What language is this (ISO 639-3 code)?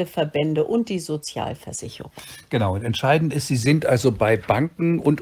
deu